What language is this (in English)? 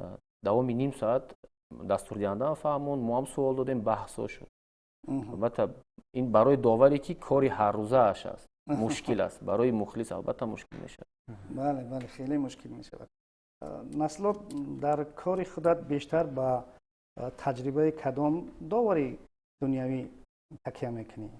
Tajik